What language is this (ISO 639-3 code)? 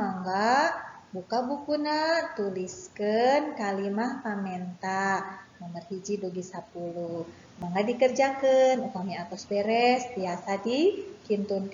sun